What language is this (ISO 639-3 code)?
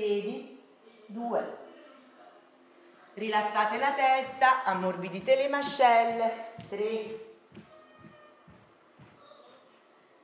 ita